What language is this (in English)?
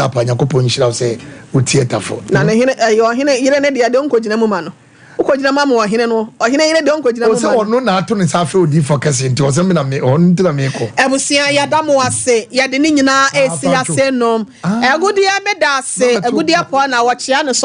Akan